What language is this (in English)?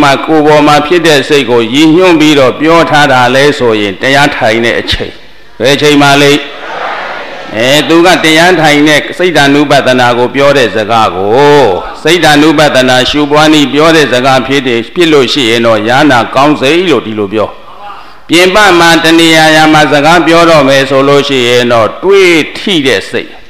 Burmese